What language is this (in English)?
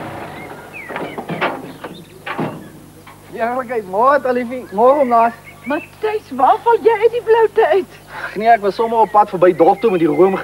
Afrikaans